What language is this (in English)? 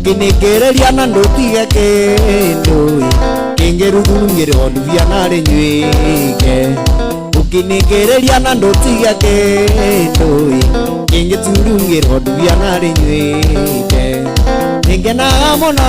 Kikuyu